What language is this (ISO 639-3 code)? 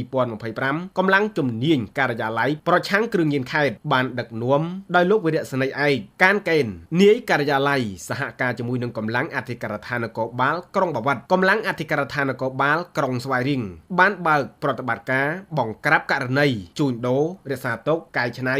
khm